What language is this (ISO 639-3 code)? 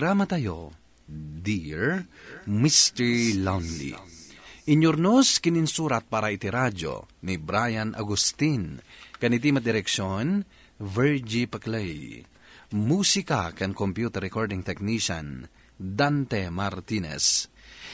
ilo